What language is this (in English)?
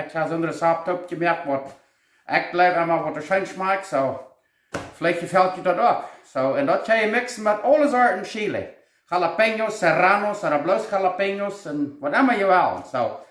Plautdietsch